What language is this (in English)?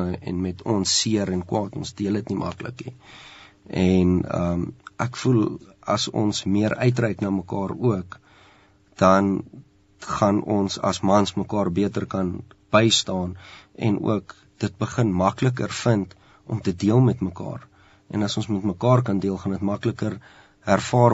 Afrikaans